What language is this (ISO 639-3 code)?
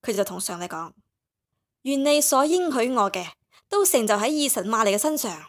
yue